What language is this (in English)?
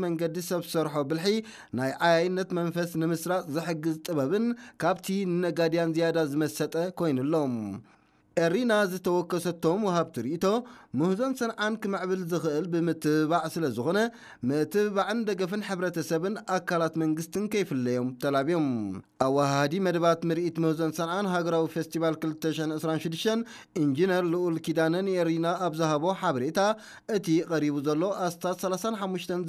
Tigrinya